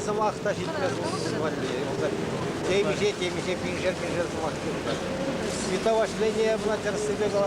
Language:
Chuvash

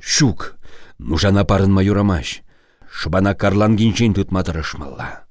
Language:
Chuvash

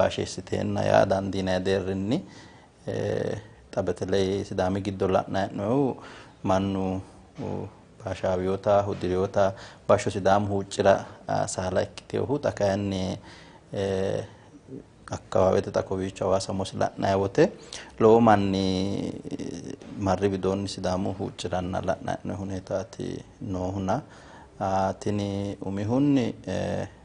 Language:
Sidamo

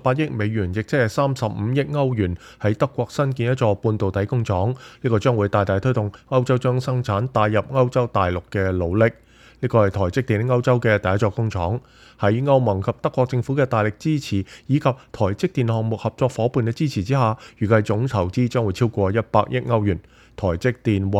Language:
Cantonese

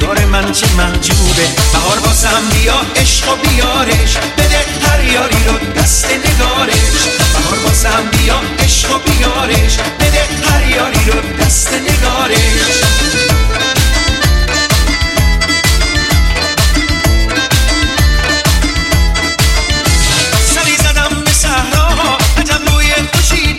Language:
Persian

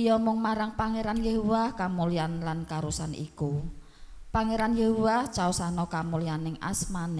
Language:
Javanese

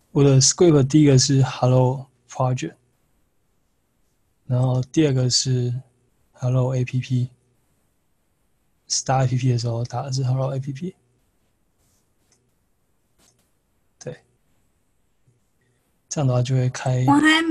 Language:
Chinese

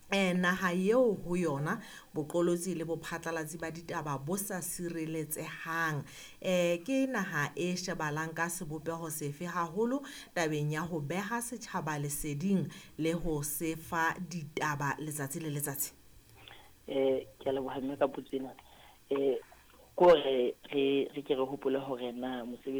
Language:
Southern Sotho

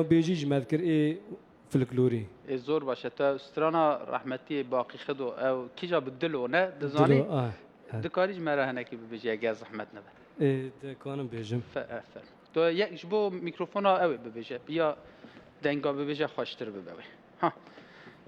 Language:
Kurdish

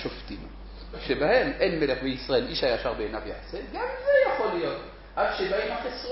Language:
Hebrew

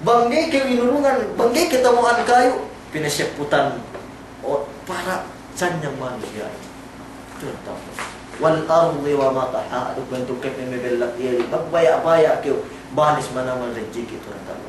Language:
Yakan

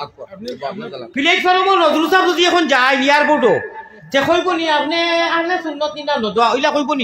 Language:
Sylheti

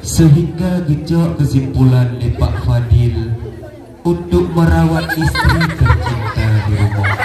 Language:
Achinese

